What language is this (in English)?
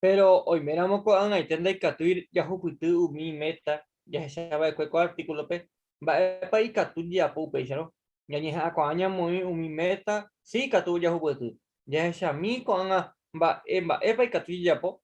Guarani